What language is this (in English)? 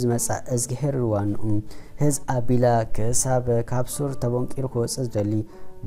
Tigrinya